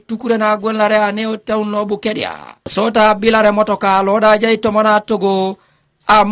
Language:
Teso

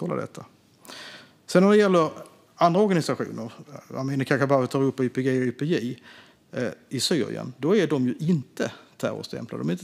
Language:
Swedish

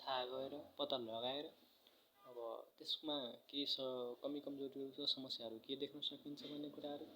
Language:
Nepali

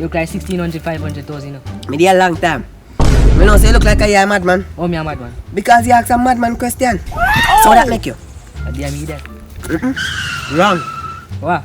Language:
Jamaican Creole English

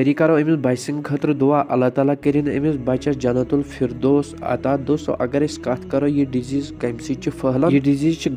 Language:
Kashmiri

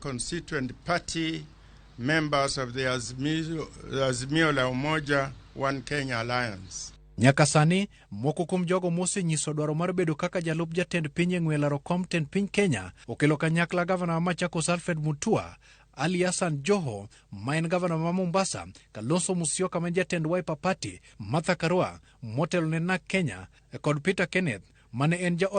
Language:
Luo (Kenya and Tanzania)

